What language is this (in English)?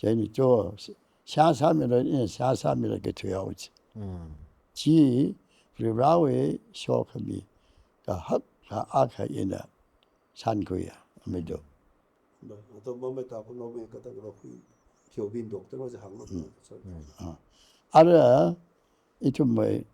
Tangkhul Naga (India)